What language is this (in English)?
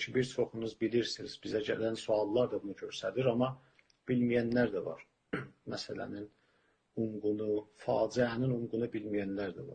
South Azerbaijani